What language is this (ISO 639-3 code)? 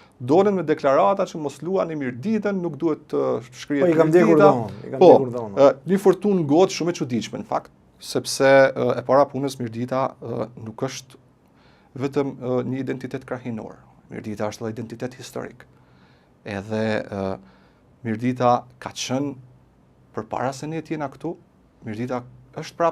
sqi